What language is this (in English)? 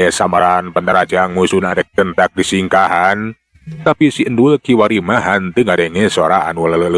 Sundanese